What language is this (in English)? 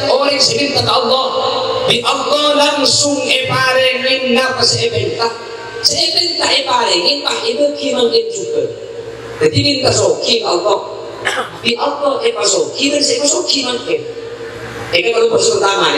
Madurese